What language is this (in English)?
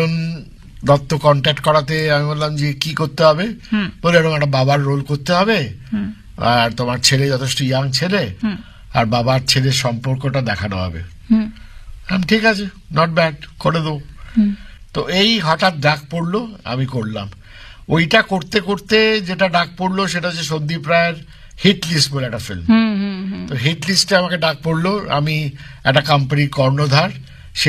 Bangla